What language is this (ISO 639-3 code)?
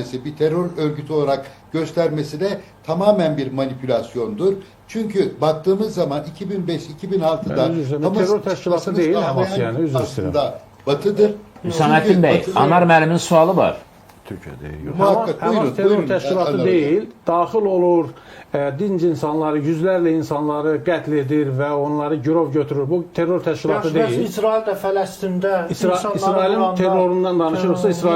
aze